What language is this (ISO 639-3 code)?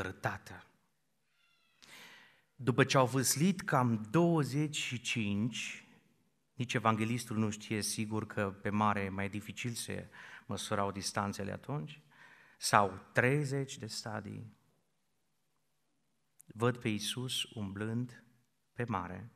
ron